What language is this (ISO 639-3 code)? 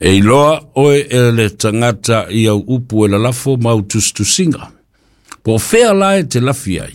smo